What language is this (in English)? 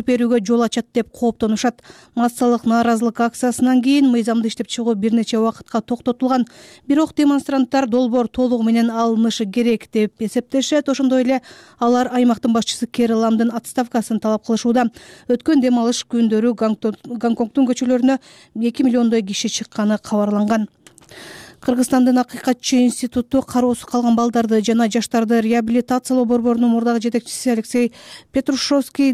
Kyrgyz